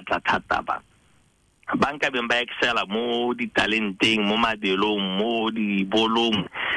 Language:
Tswana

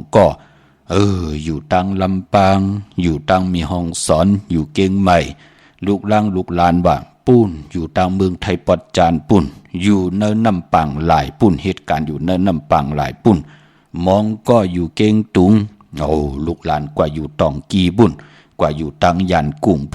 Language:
Shan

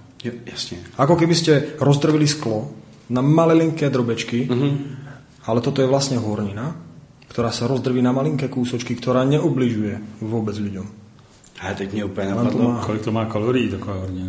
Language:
Slovak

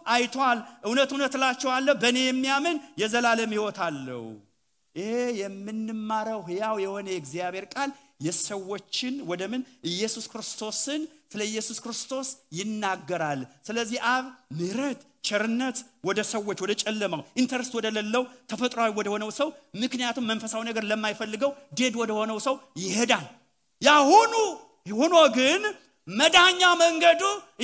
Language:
Amharic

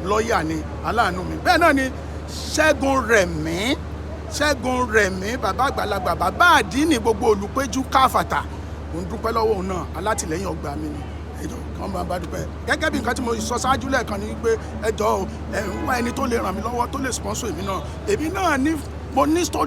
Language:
Yoruba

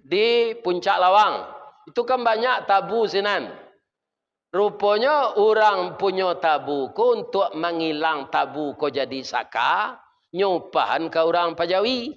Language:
Minangkabau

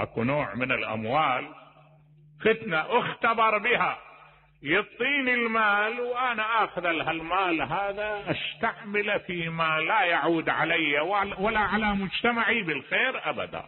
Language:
Mesopotamian Arabic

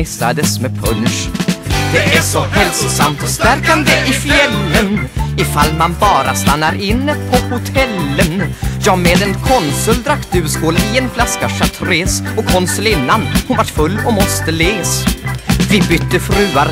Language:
Swedish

